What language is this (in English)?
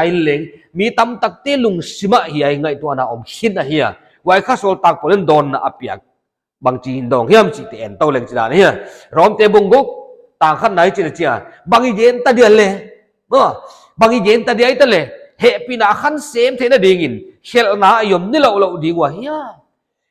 Paite Chin